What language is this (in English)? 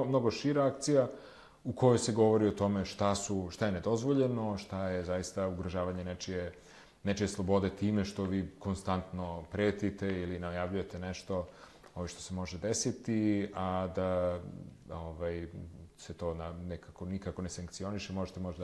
Serbian